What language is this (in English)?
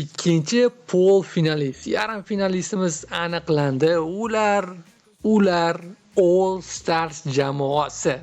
Uzbek